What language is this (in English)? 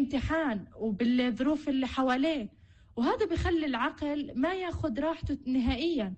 North Levantine Arabic